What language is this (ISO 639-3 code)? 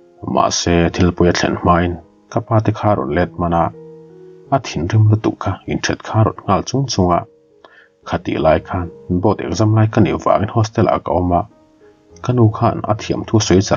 lus